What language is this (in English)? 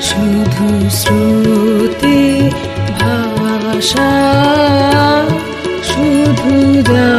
Bangla